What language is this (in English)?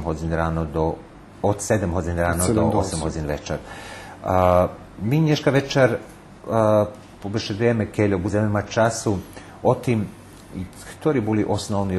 Rusyn